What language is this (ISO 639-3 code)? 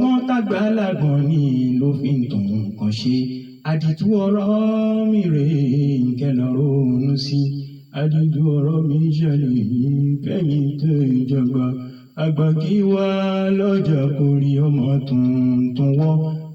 yor